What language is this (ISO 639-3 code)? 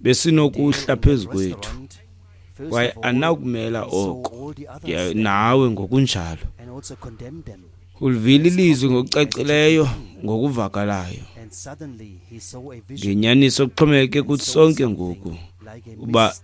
xho